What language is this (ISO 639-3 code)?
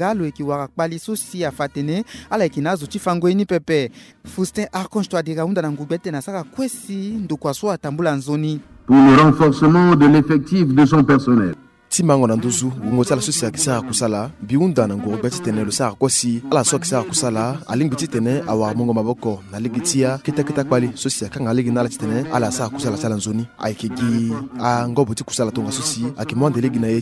sag